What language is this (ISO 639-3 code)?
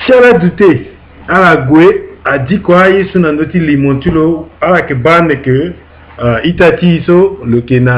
sag